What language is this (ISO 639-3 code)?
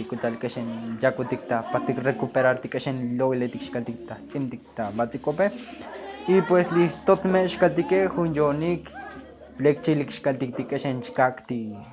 tzo